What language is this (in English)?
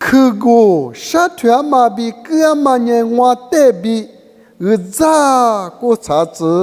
Lisu